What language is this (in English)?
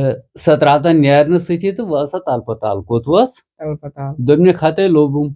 Kashmiri